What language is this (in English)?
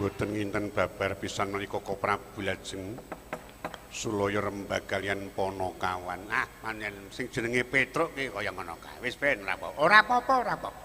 Javanese